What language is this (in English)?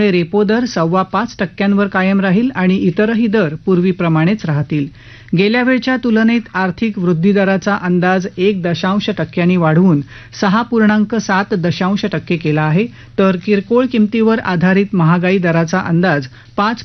Marathi